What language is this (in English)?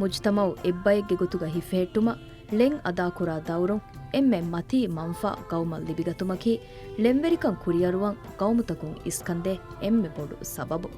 Divehi